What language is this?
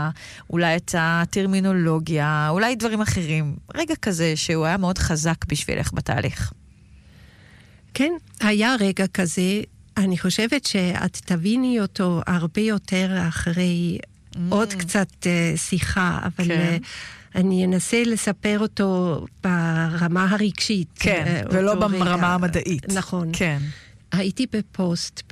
Hebrew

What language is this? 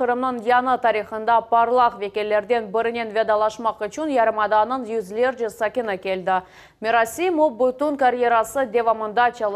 Crimean Tatar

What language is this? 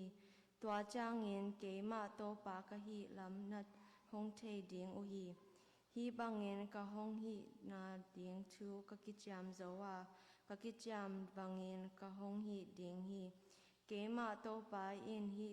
Tedim Chin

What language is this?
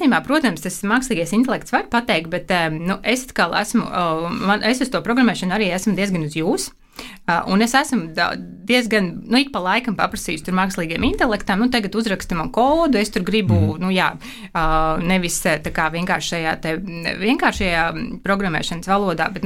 Latvian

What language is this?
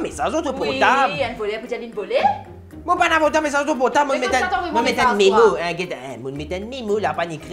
Morisyen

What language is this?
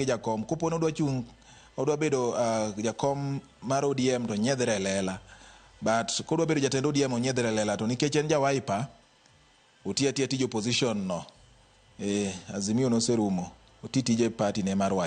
Luo (Kenya and Tanzania)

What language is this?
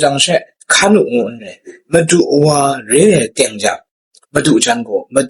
Kachin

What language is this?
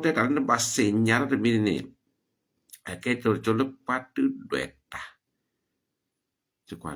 S'gaw Karen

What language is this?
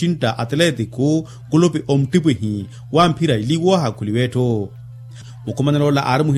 Makhuwa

